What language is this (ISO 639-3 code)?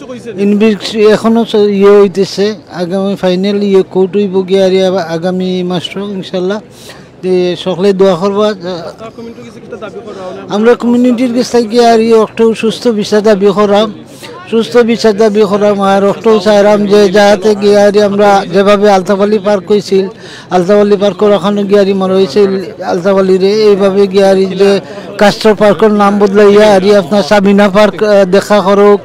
syl